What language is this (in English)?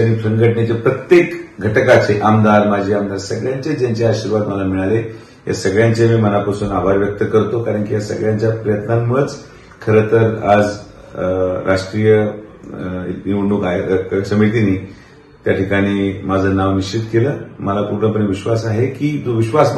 Marathi